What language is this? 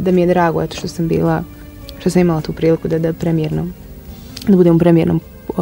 Bosnian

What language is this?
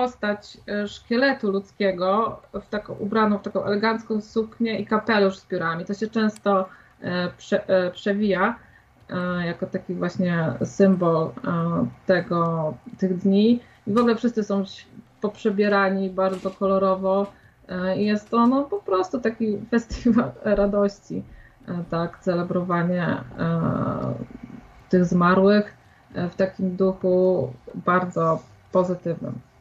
Polish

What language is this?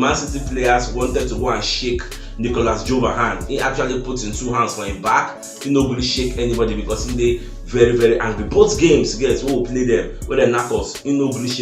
Nigerian Pidgin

